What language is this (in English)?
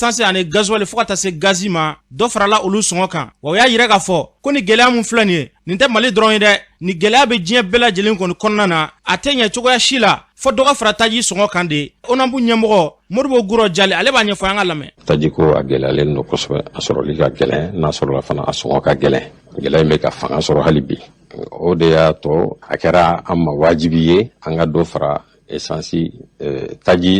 Bambara